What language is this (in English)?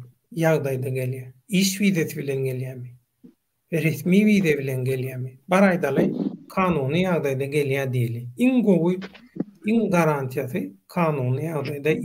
Turkmen